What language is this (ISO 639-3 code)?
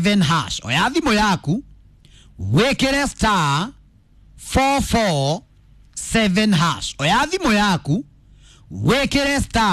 kik